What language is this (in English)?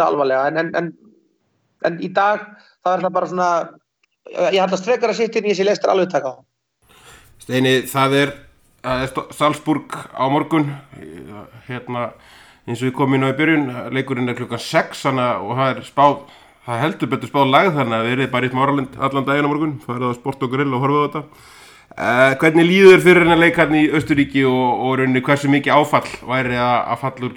Icelandic